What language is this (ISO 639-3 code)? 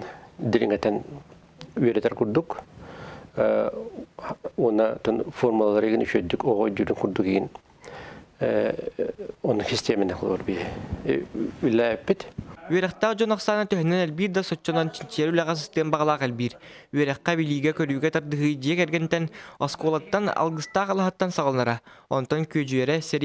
sah